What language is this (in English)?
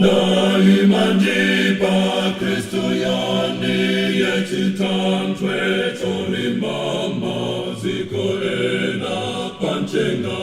Nyanja